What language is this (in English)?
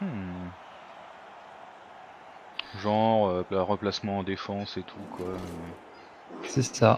French